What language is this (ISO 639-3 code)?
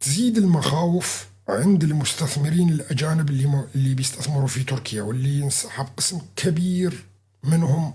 apc